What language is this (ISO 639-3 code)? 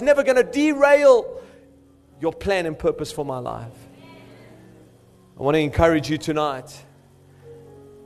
eng